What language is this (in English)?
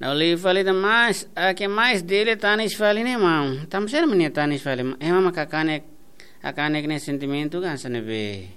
Tetum